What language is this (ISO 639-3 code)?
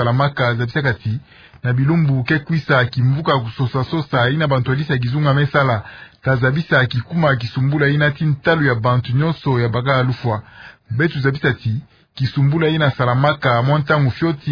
ktu